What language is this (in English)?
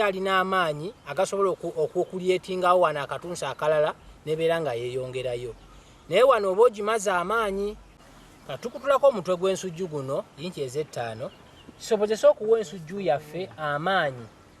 Ganda